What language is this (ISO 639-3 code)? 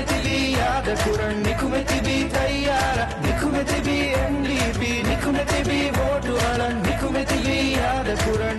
div